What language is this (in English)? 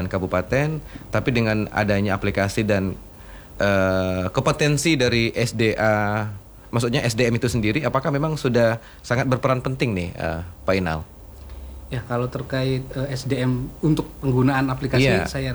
Indonesian